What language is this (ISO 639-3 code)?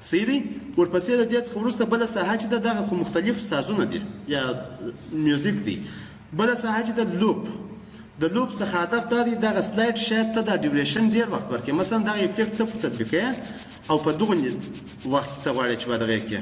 pus